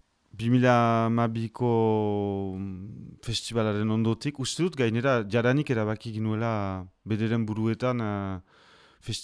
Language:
Basque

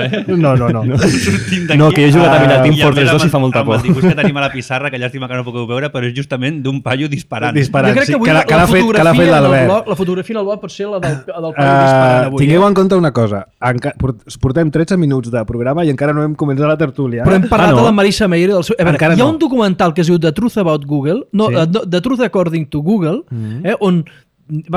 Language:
Catalan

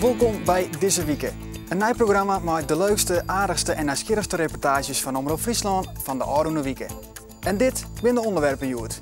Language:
Western Frisian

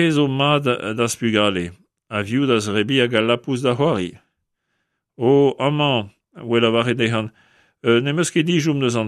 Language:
Breton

